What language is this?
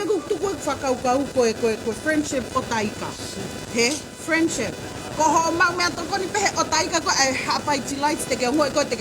Tongan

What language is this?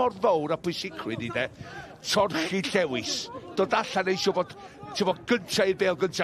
Welsh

